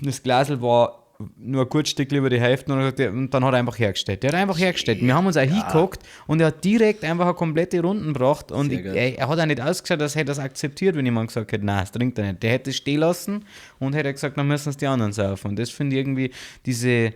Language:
Bavarian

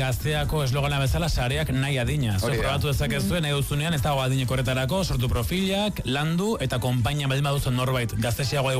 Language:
Basque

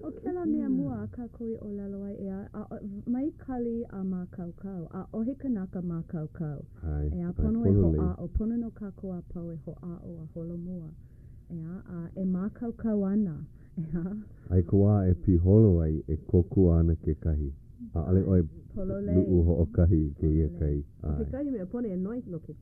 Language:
Hawaiian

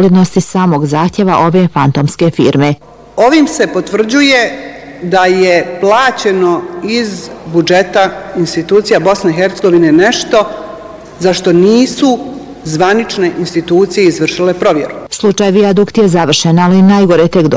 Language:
Bosnian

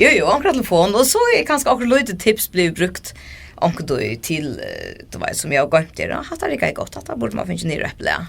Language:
Faroese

